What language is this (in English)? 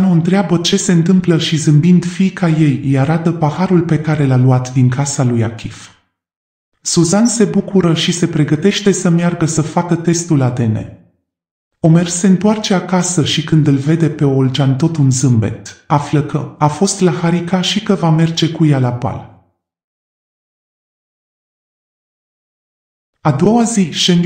Romanian